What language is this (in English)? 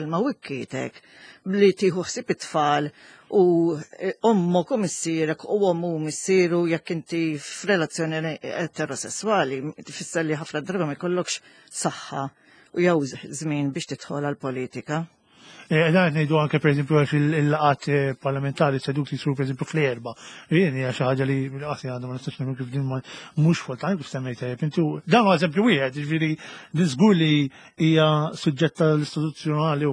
Maltese